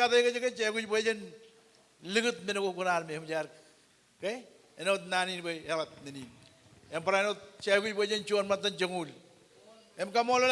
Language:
Marshallese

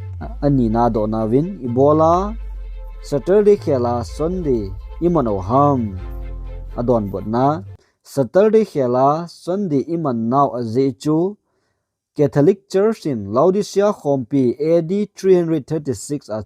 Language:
Thado Chin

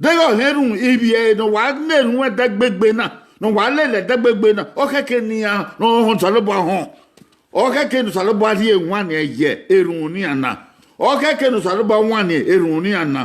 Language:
Bini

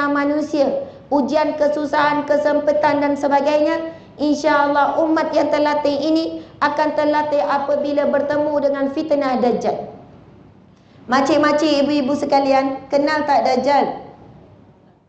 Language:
Malay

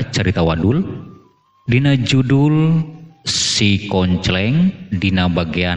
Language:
Sundanese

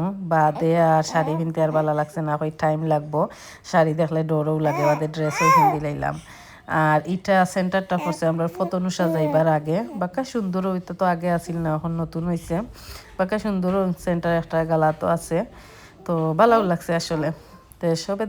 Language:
Sylheti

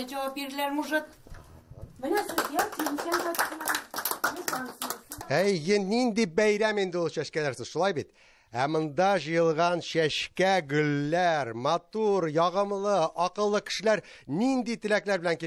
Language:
Tatar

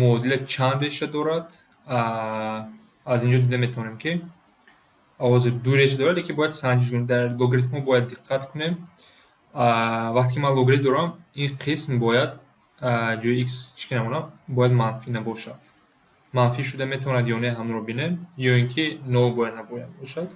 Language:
Tajik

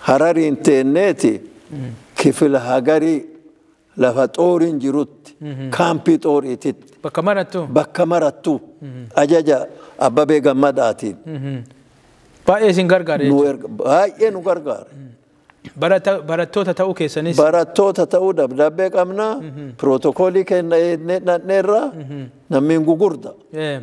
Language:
Oromo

